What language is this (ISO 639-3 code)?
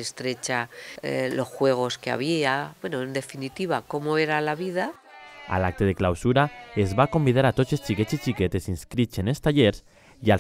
cat